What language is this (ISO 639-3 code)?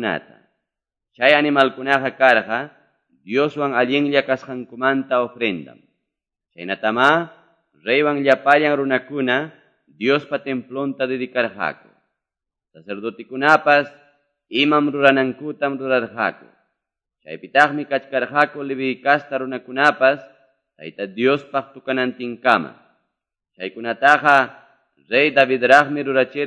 que